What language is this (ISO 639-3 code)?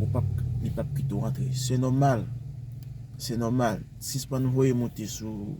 hat